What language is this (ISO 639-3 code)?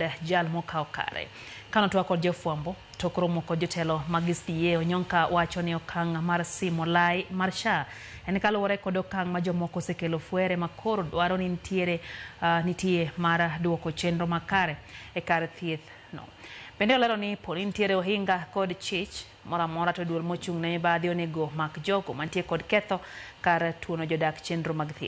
luo